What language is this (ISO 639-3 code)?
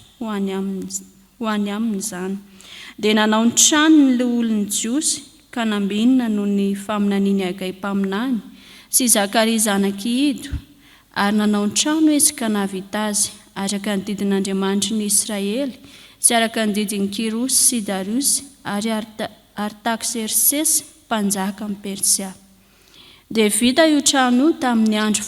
mlg